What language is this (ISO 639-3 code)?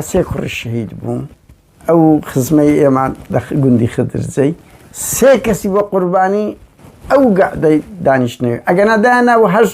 ckb